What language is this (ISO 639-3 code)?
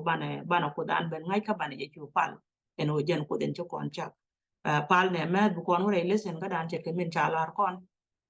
nus